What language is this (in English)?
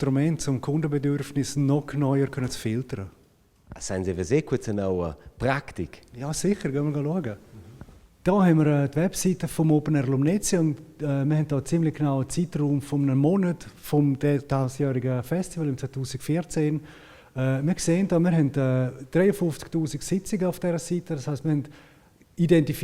Romansh